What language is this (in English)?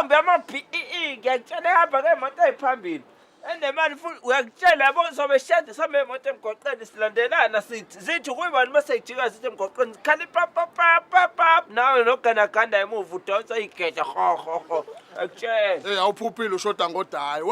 Zulu